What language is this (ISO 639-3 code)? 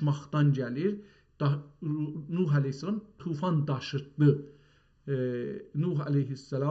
azb